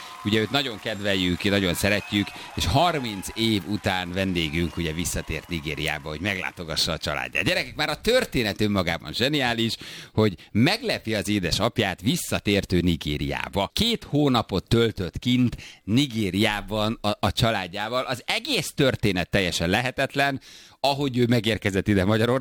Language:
Hungarian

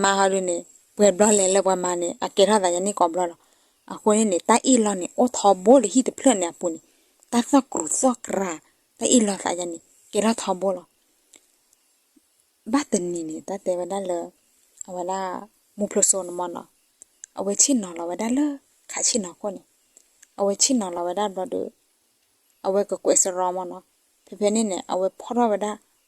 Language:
S'gaw Karen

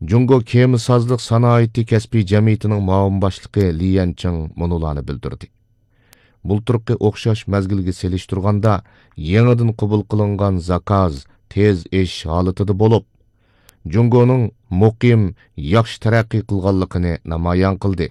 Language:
Uyghur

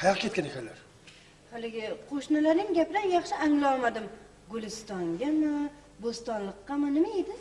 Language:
Uzbek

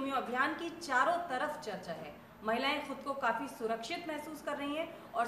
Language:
Hindi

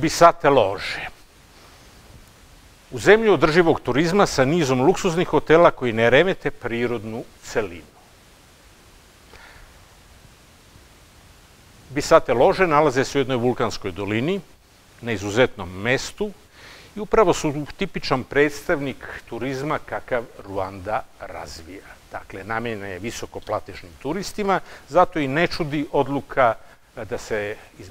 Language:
Serbian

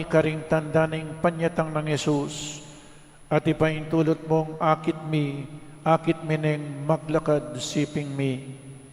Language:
Pampanga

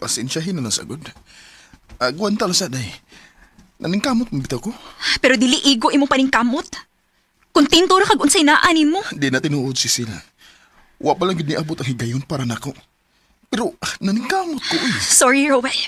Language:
Cebuano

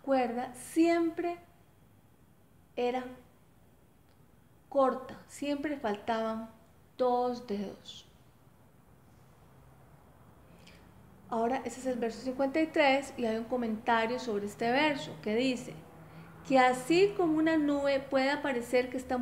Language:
Spanish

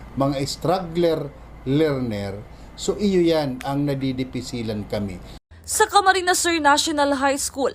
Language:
Bikol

